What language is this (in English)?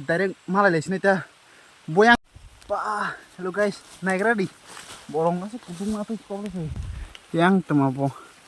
Kok Borok